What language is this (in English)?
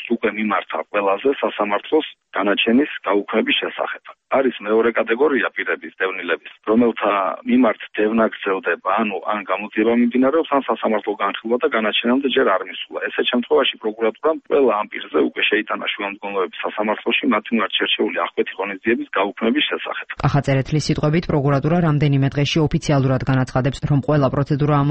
Georgian